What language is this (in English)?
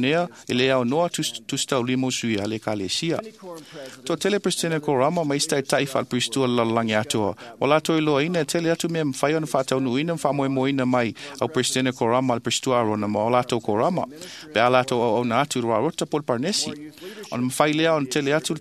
Samoan